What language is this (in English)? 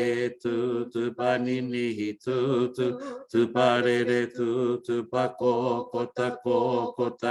Māori